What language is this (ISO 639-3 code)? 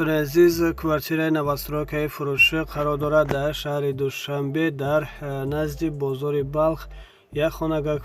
tgk